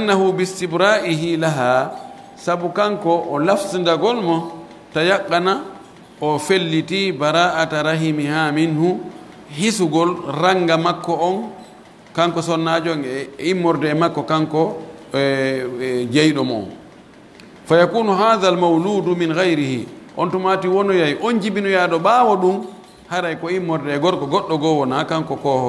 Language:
Pular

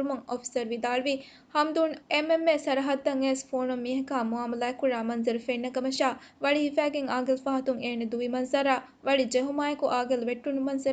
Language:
Divehi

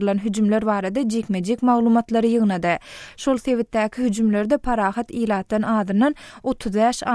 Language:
Turkmen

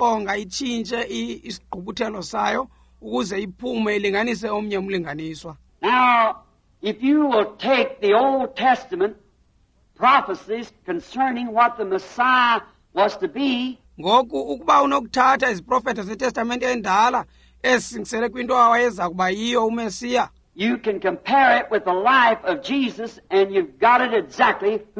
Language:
Xhosa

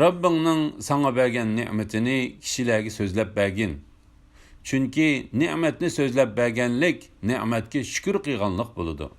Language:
Uyghur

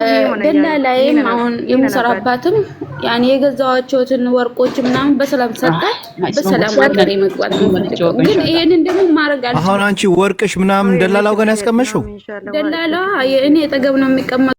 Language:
Amharic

